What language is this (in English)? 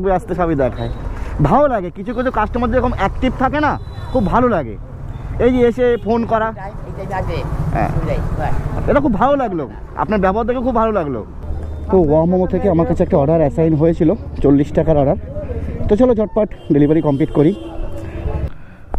Bangla